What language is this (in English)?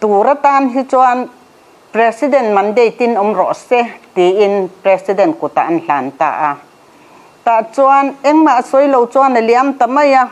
Mizo